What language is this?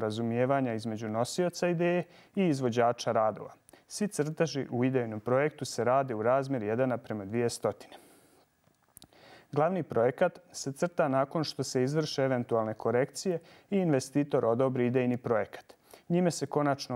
Bosnian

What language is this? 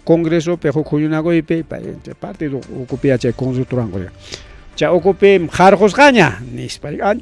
Ayacucho Quechua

